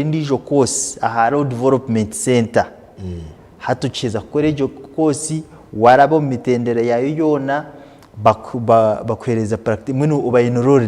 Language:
Nyankole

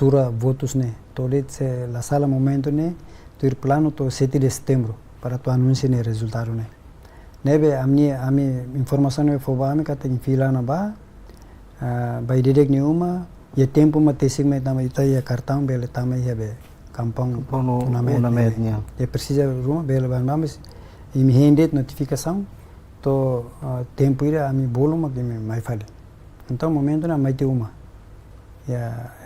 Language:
Tetum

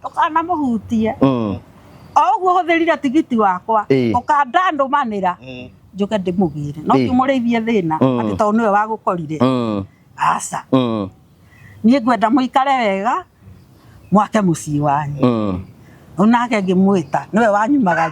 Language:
Kikuyu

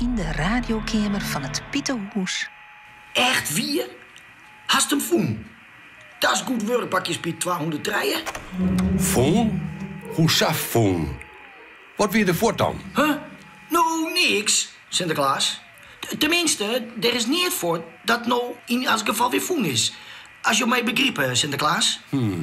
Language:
Western Frisian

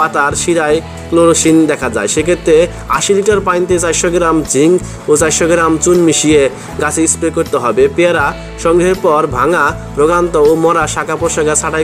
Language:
Bangla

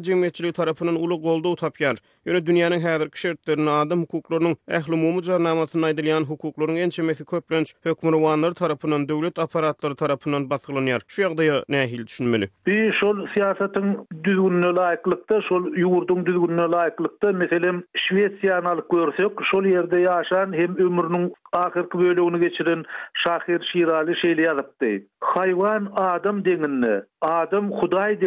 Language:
Turkmen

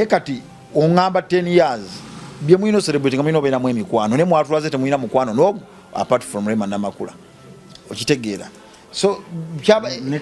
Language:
Ganda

